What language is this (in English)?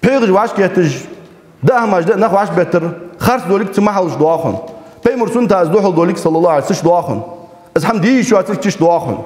Ingush